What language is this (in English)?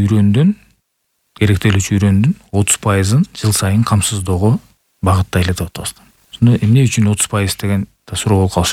Kyrgyz